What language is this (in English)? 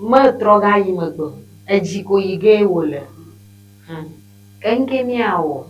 Ewe